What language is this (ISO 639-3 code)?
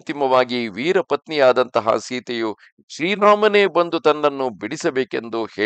kan